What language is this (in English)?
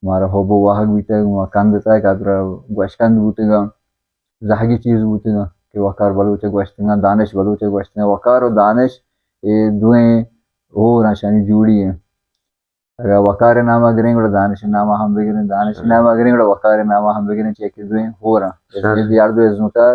Baluchi